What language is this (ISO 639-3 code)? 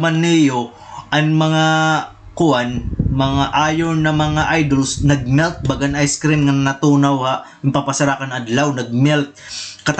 war